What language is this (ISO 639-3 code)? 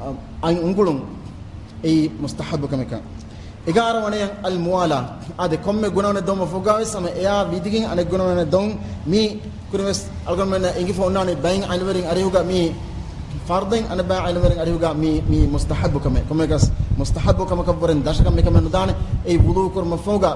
div